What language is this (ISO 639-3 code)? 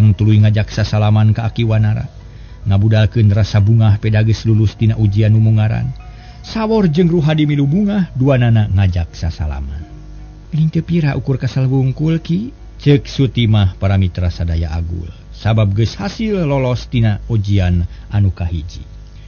sun